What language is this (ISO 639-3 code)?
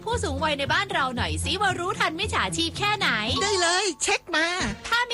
tha